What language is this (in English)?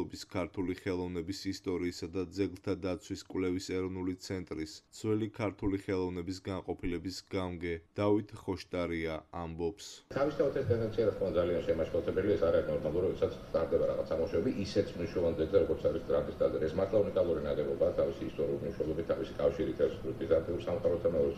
Georgian